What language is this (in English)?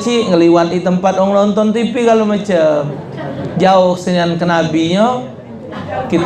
Musi